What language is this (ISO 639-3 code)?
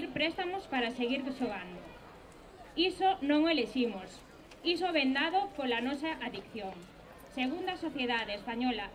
glg